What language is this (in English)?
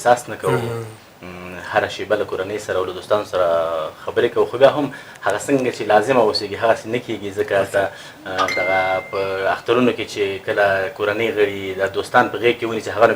Pashto